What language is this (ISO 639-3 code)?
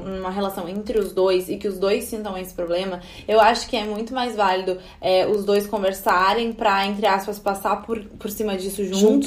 por